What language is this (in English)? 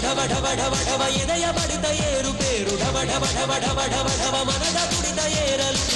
Kannada